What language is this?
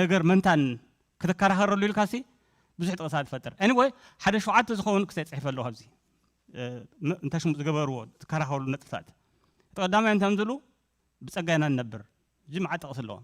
Tigrinya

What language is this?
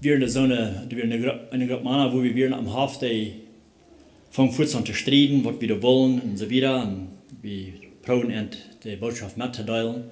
Plautdietsch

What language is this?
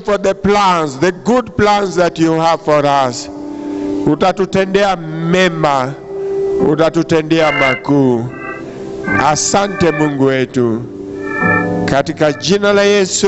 Swahili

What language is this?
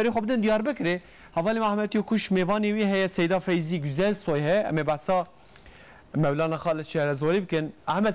Kurdish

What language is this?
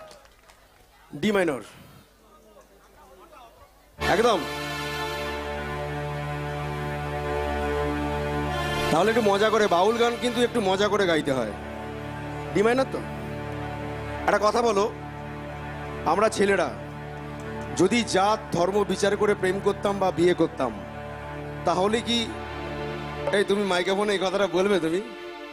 Bangla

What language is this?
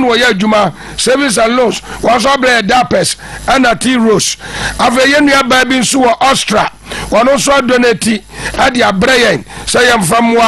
Akan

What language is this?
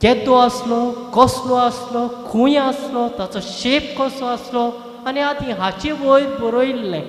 Konkani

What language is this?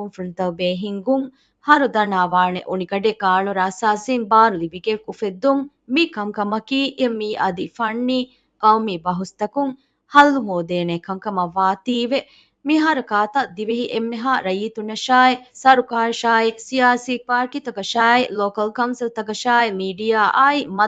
Divehi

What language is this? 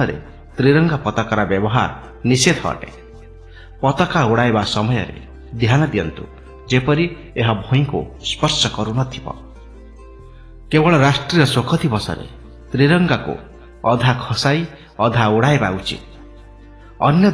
Odia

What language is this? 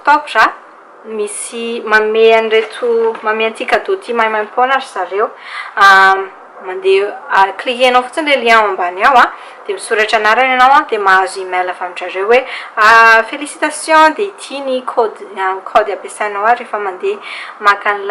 Malagasy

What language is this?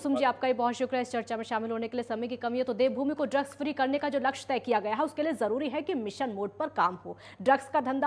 Hindi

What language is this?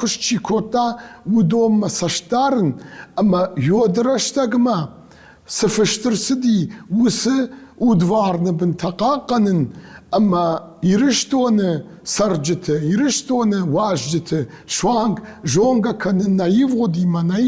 Ossetic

